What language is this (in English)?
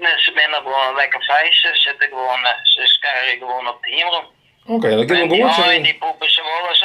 Western Frisian